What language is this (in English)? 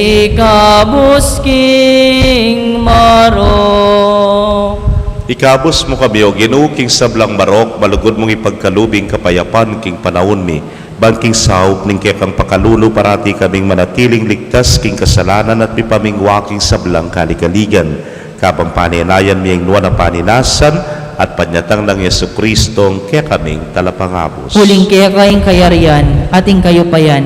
Pampanga